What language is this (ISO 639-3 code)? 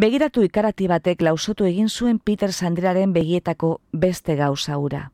eus